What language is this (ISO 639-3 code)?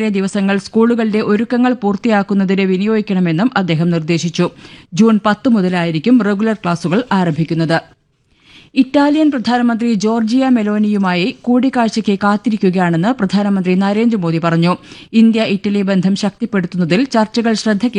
mal